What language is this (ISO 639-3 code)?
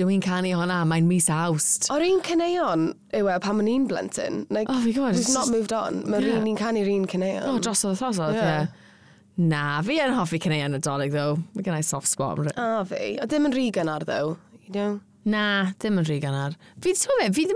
cym